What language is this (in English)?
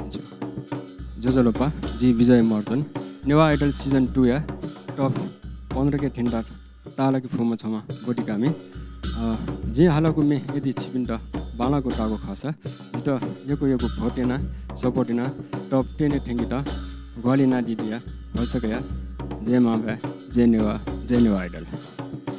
Newari